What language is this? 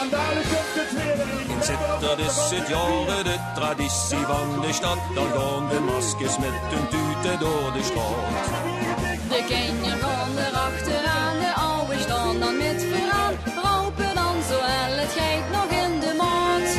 Limburgish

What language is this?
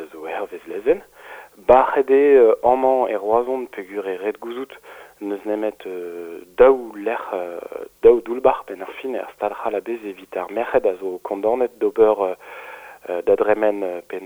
Breton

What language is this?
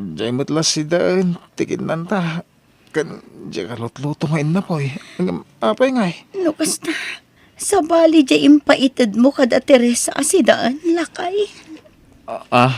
Iloko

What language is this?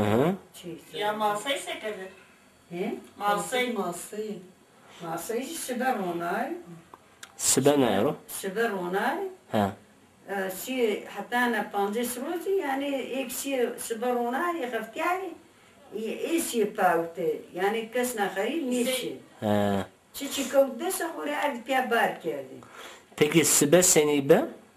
Zaza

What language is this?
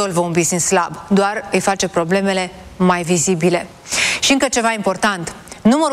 Romanian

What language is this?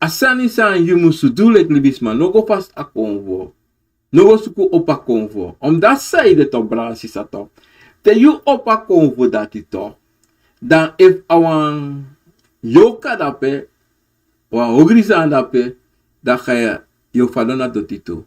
Sranan Tongo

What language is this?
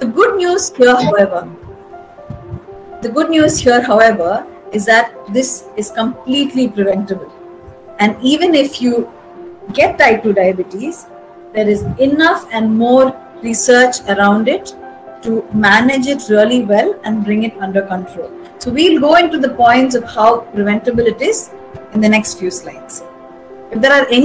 English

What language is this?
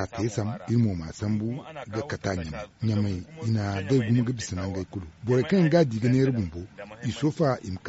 Zarma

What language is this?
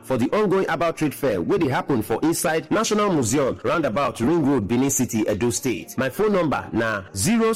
Nigerian Pidgin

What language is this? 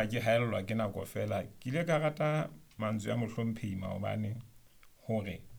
Southern Sotho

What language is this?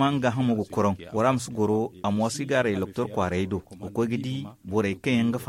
Zarma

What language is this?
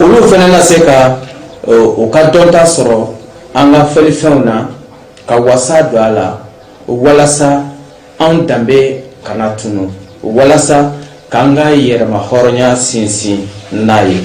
Bambara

